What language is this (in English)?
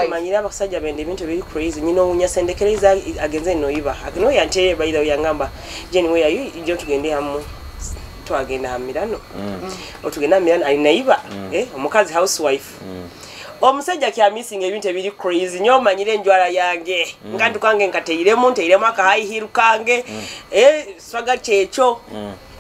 Nyoro